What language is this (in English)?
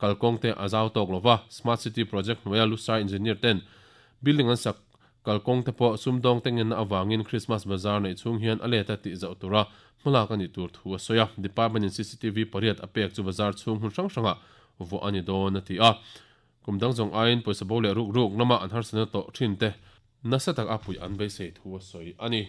Mizo